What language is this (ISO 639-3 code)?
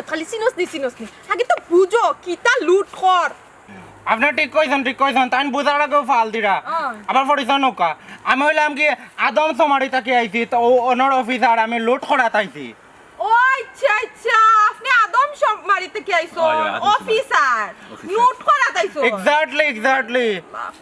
syl